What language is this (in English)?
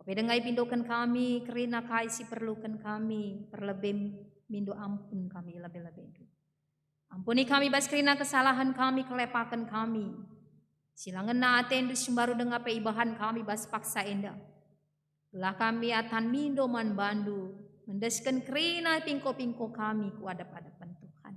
Batak Karo